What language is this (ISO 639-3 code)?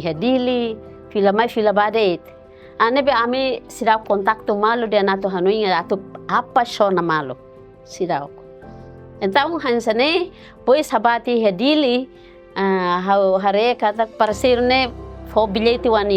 tet